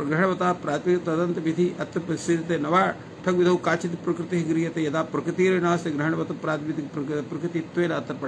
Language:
Sanskrit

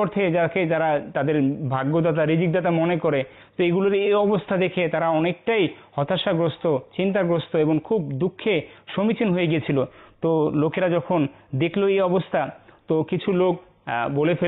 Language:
Bangla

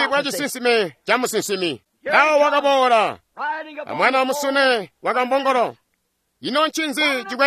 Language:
Tonga (Zambia)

